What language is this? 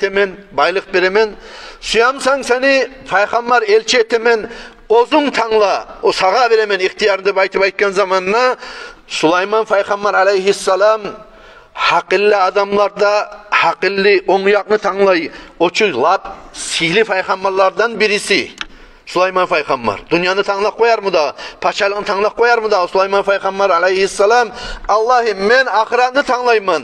Kumyk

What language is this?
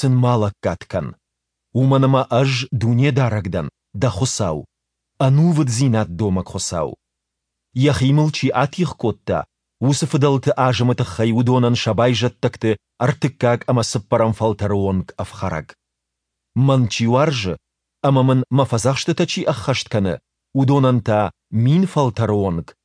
Ossetic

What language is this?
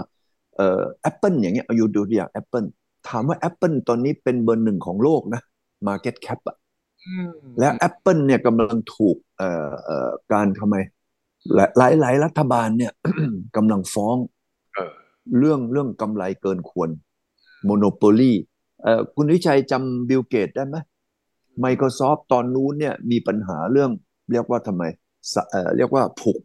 Thai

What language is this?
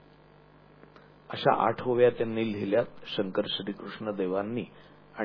Marathi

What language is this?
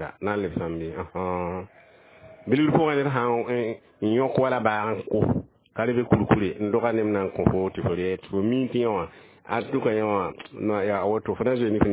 Mossi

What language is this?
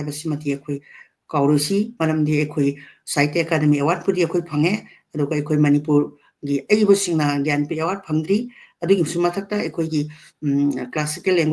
Manipuri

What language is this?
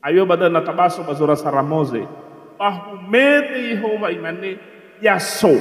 Nias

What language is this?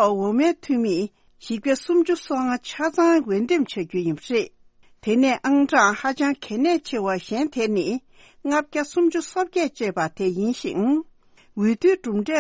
Tibetan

